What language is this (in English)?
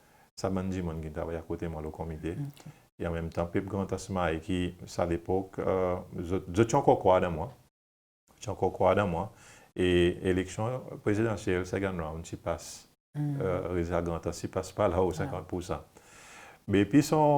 Seselwa Creole French